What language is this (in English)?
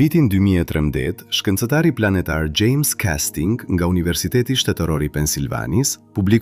Albanian